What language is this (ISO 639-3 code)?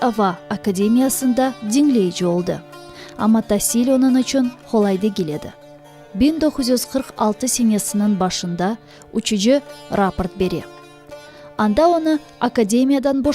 crh